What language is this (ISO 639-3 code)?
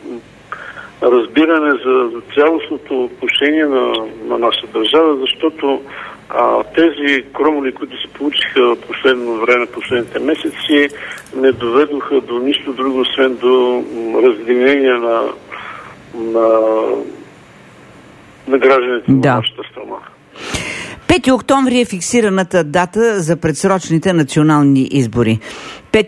bul